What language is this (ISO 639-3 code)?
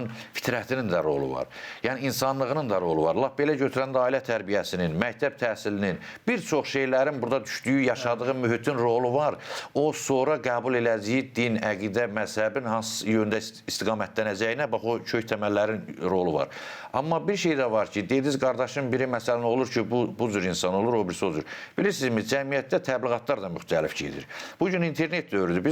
aze